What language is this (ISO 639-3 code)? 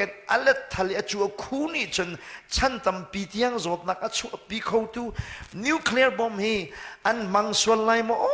cnh